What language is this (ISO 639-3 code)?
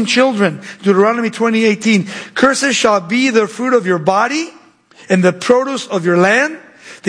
eng